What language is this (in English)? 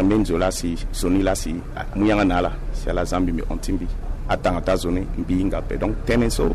Sango